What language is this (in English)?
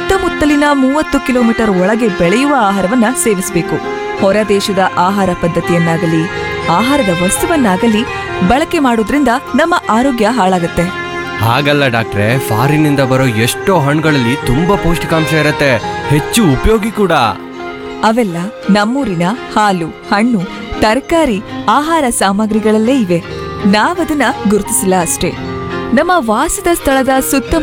Kannada